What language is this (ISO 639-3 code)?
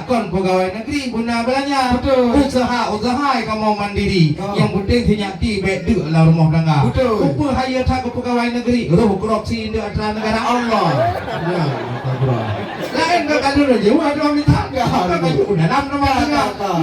ace